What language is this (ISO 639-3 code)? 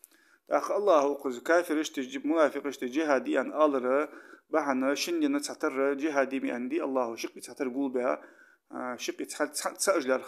inh